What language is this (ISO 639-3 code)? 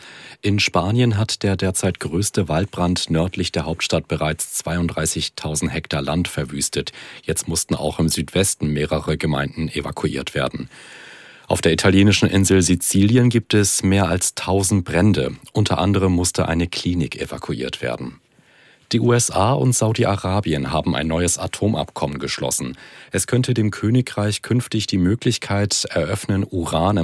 deu